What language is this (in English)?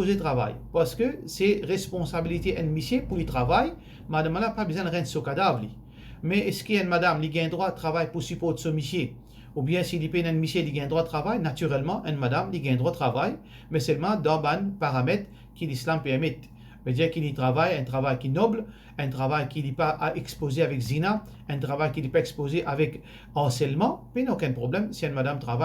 Morisyen